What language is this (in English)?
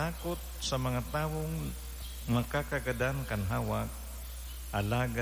Bikol